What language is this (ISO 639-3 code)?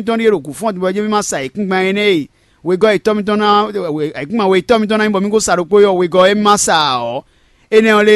fon